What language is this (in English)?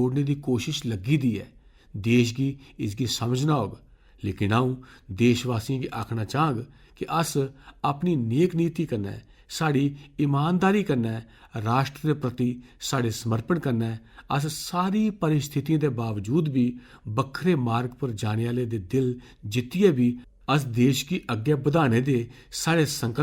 Dogri